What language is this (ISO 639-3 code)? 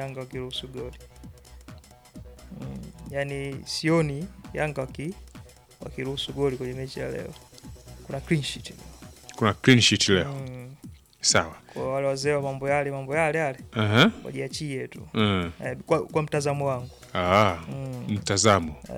swa